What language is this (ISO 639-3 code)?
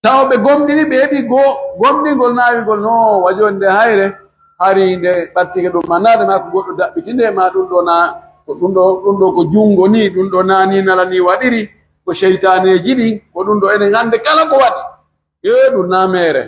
fuf